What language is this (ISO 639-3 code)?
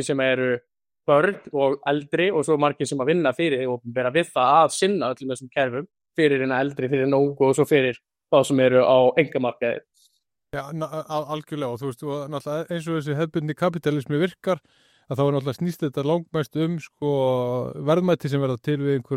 isl